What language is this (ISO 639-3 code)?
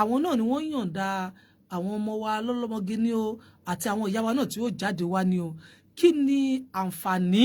yor